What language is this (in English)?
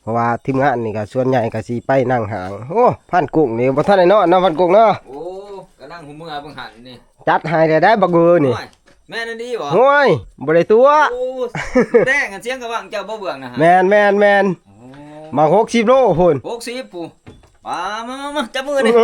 Northeastern Thai